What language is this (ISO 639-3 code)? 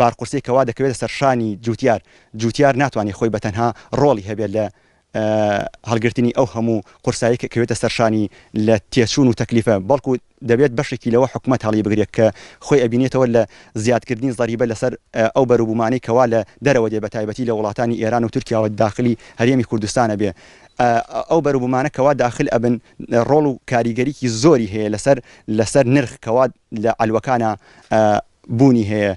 ckb